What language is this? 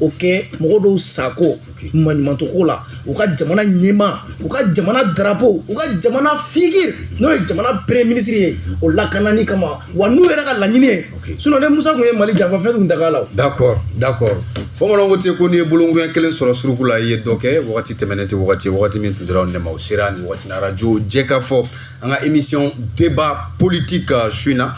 Bambara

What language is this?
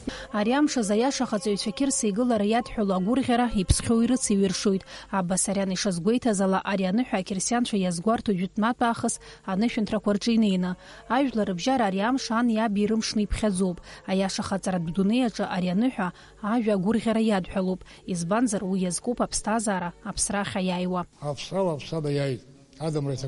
Abkhazian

